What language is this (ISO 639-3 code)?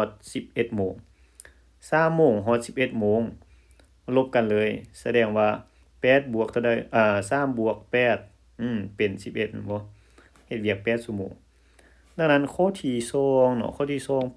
lao